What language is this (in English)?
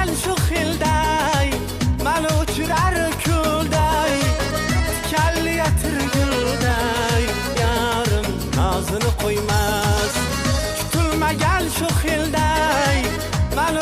Kara-Kalpak